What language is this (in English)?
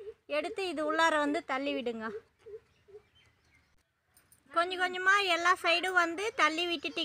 Tamil